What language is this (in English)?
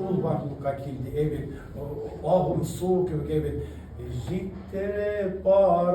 Tatar